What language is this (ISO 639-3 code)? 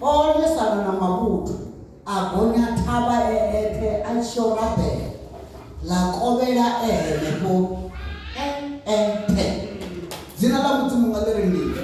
ven